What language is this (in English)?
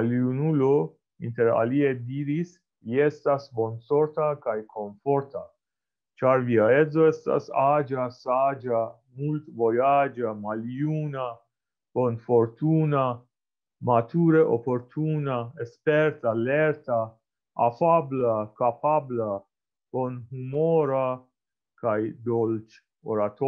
Esperanto